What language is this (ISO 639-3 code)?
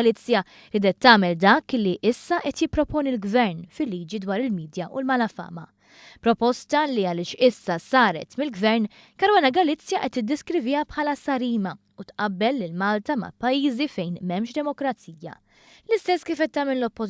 mlt